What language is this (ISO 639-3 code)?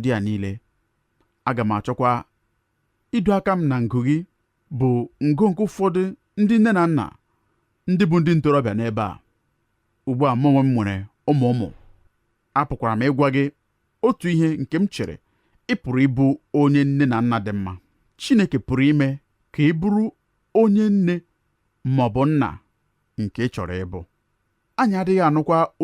ibo